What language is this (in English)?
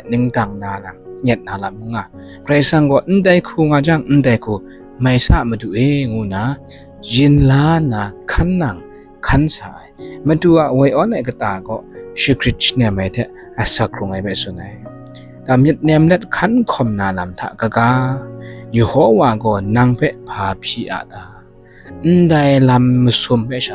Kachin